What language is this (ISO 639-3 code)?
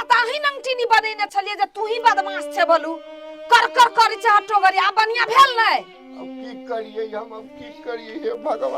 mai